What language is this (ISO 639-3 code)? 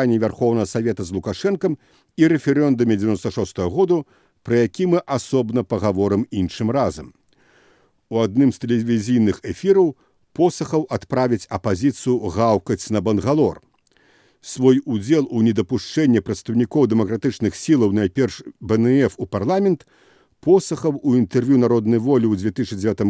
bel